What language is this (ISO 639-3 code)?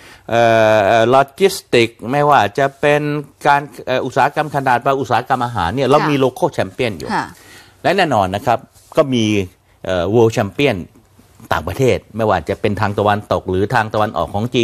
tha